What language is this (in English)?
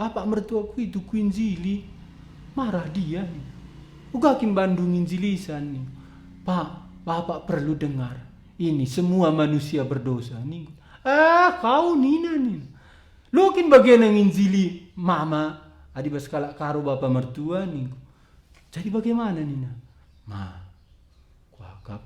Batak Karo